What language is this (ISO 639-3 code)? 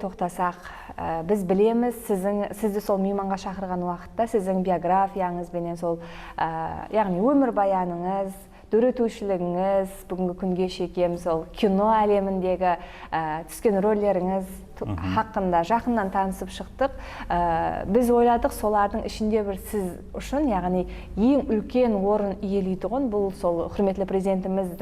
kaa